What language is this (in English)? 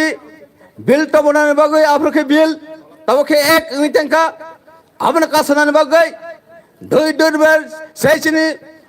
Kok Borok